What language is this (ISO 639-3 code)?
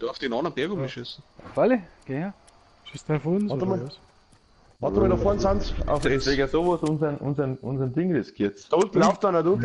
bar